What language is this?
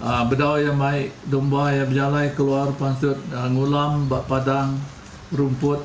Iban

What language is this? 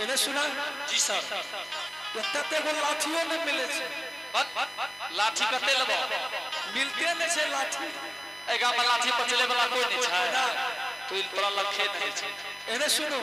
Angika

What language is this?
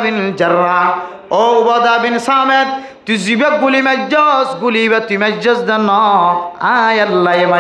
Rohingya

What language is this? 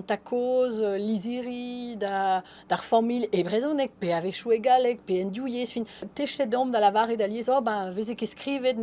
Breton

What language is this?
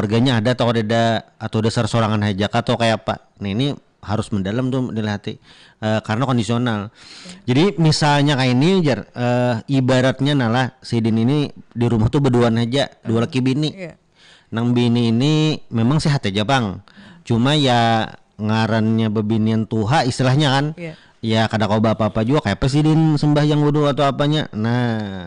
Banjar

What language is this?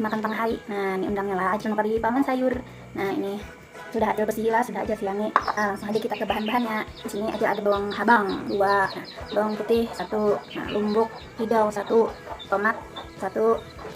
Banjar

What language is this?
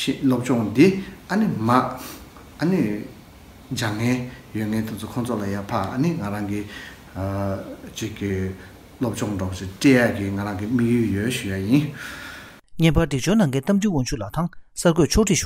Tibetan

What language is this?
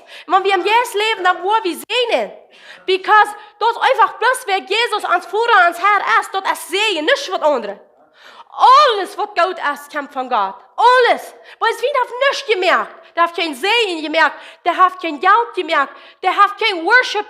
Plautdietsch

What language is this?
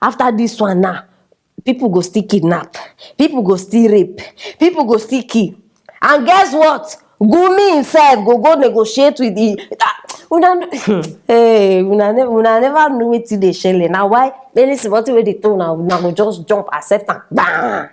Nigerian Pidgin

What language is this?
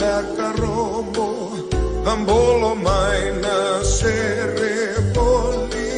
Fijian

